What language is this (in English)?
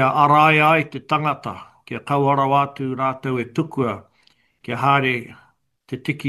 Māori